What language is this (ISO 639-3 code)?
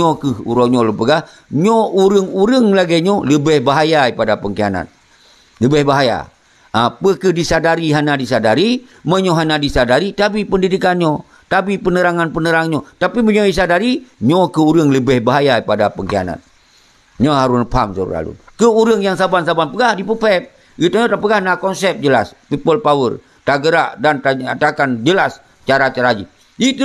ace